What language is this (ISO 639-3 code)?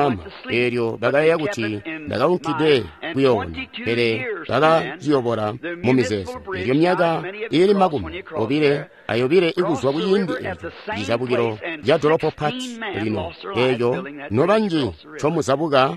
toi